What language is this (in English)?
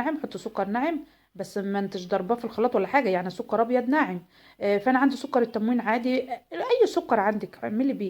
Egyptian Arabic